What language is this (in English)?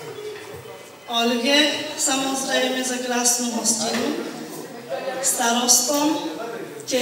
Slovak